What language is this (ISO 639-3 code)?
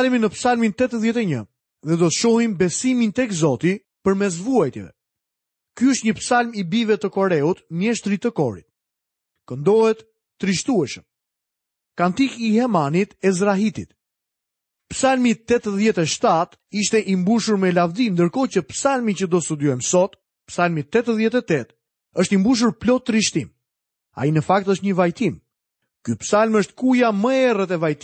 sqi